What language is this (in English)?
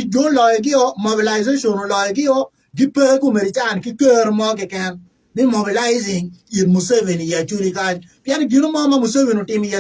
Acoli